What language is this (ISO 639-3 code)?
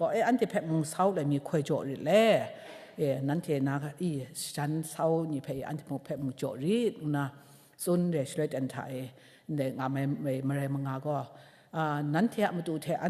kac